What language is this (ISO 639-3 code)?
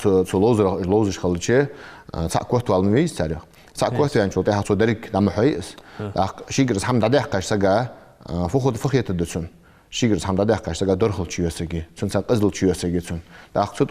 inh